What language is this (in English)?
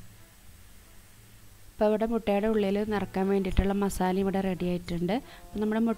Malayalam